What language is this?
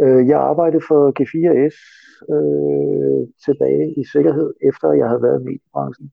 Danish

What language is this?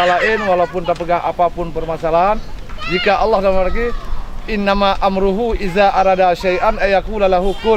Achinese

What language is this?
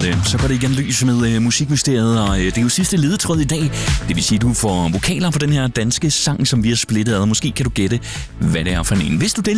Danish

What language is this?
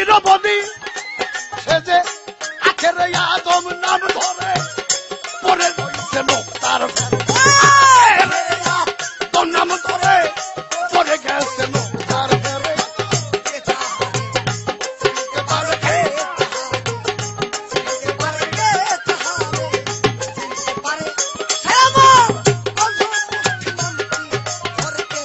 Bangla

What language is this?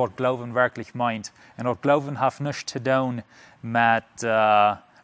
Plautdietsch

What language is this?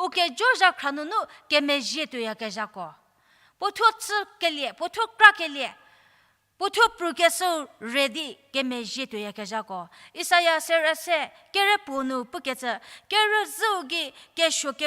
Angami Naga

